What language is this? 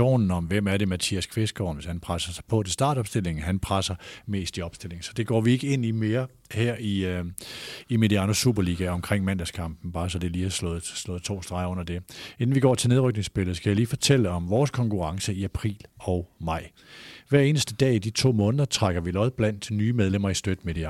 Danish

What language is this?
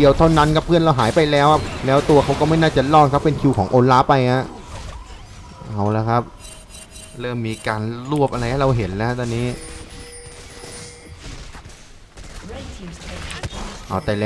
Thai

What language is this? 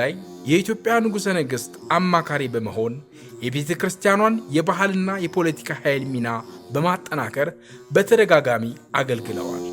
Amharic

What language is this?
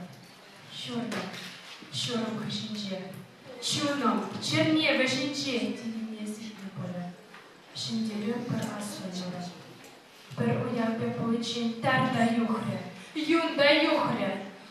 Chuvash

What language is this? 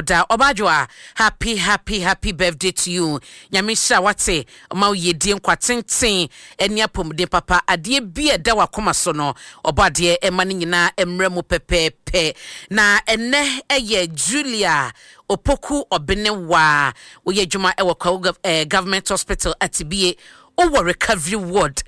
Akan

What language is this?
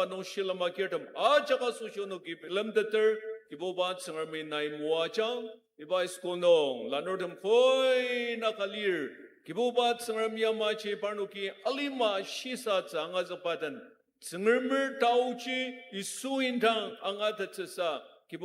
Ao Naga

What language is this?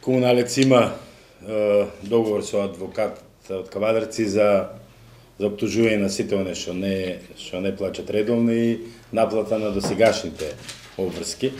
Macedonian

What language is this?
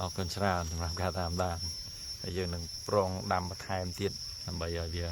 Khmer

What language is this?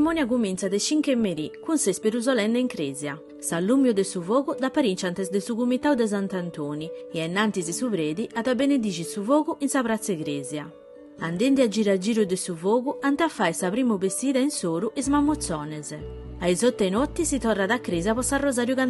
Sardinian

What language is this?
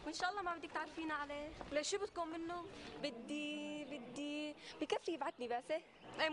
North Levantine Arabic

